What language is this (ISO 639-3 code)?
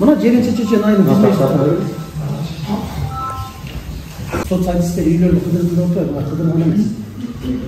kir